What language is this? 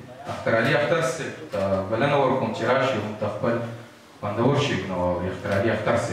Pashto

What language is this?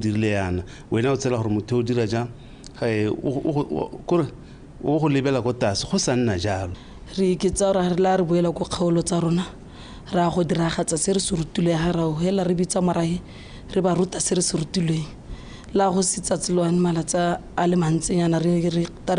Tswana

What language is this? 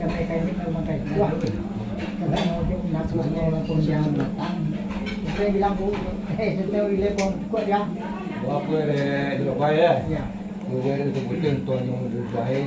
Minangkabau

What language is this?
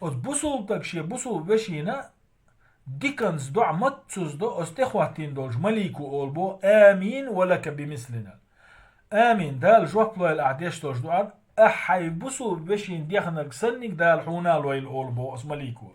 Chechen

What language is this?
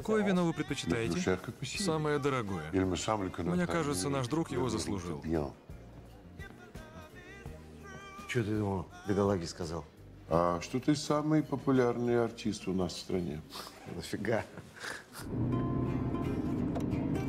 Russian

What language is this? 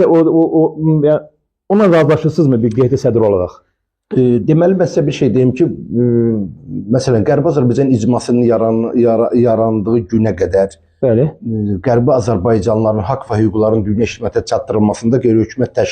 Azerbaijani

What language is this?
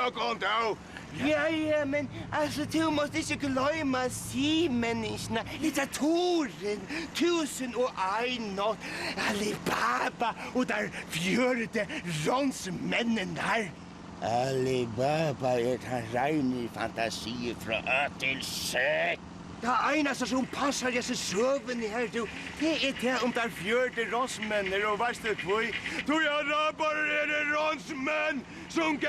Faroese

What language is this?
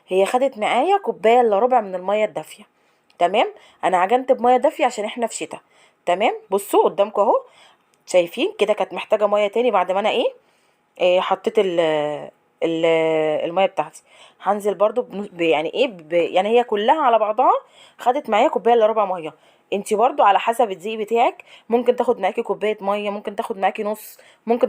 Egyptian Arabic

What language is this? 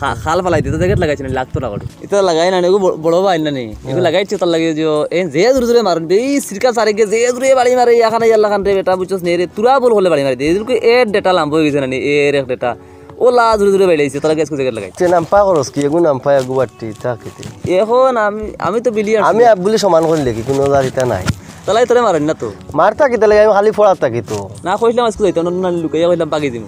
Sylheti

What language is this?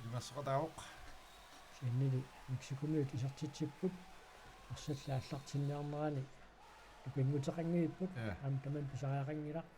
Kalaallisut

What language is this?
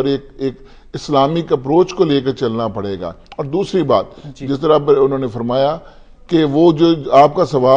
Urdu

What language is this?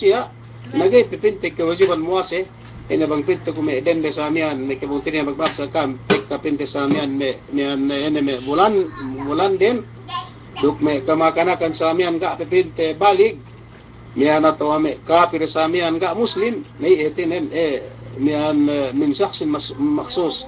Yakan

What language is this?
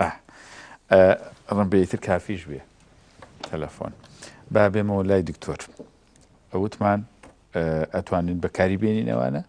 Central Kurdish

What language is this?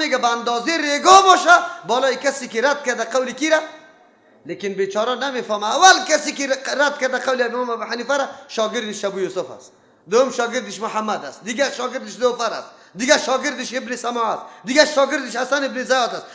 Persian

